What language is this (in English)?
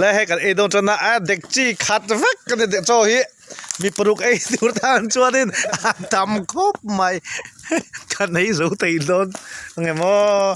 Mizo